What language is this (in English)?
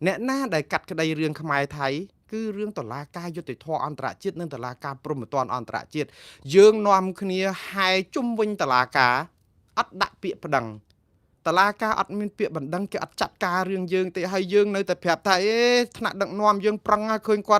Khmer